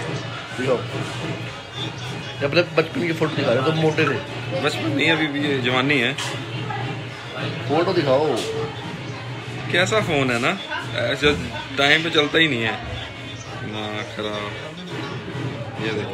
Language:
Hindi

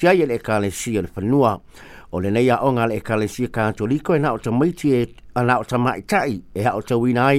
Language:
Samoan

